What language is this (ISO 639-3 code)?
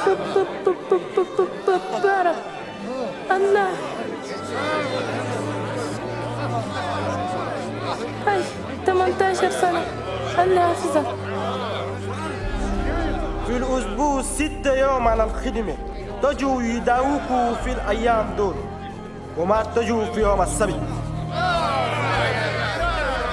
shu